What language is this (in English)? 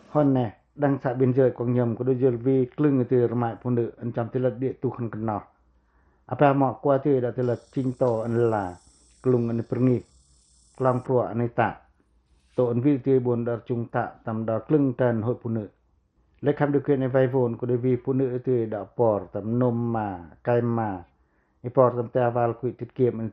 Pacoh